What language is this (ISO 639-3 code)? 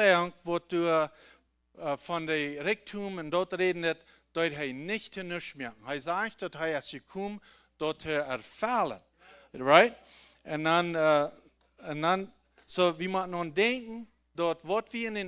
pdt